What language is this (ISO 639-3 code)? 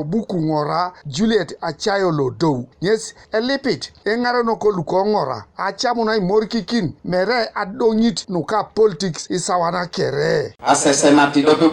teo